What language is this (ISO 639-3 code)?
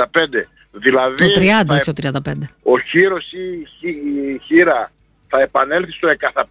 ell